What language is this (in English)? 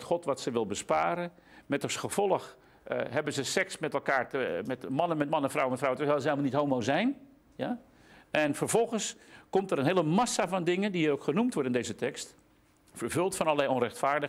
Dutch